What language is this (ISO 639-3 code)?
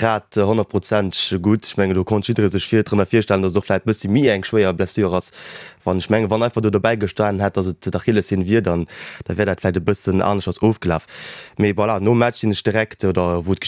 ltz